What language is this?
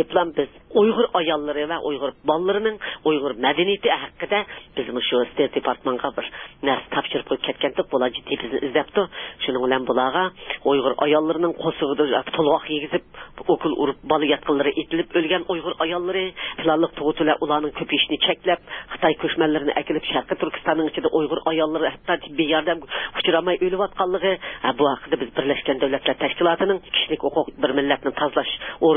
Uyghur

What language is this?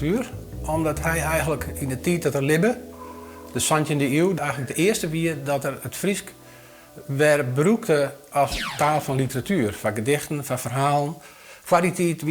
Western Frisian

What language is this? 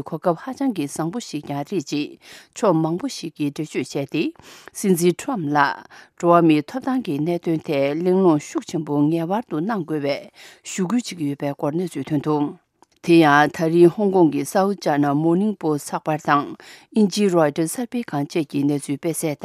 Tibetan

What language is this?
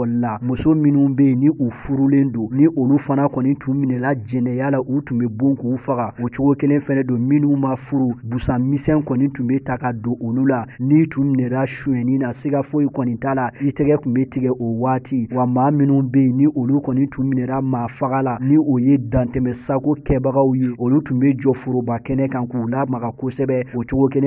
Bambara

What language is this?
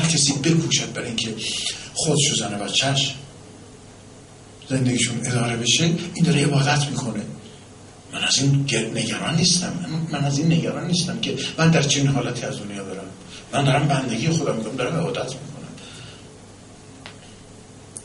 Persian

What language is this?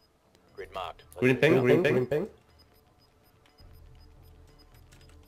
Dutch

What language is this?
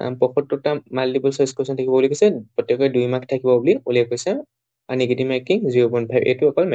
Assamese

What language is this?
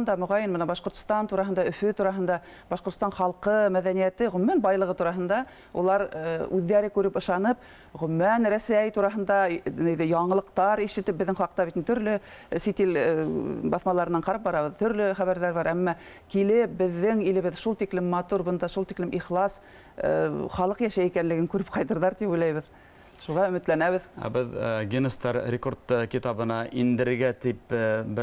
Bashkir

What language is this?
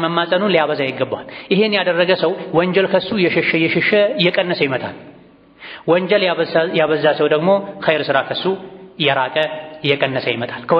Amharic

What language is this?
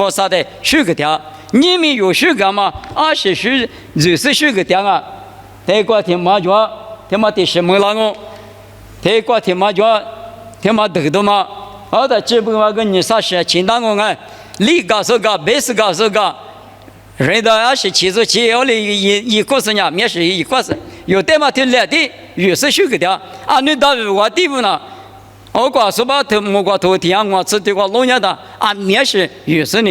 Lisu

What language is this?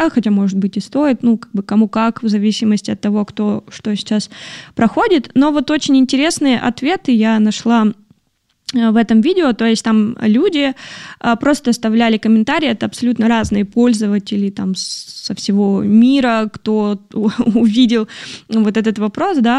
Russian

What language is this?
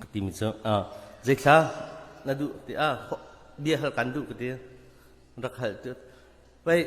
Hakha Chin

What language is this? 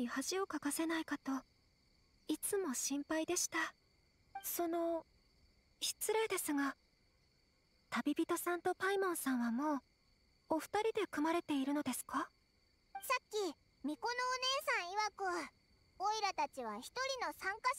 Japanese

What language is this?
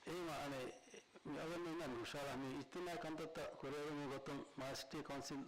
Divehi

